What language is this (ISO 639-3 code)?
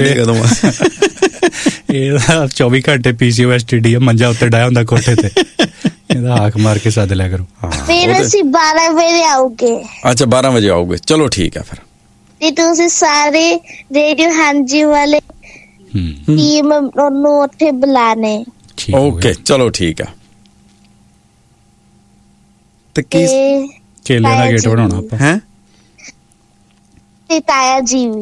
pan